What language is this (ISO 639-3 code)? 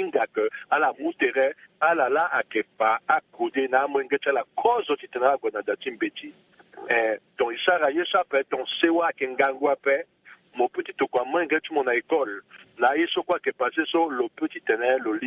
sag